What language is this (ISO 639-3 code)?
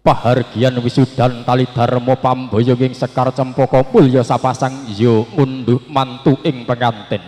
jav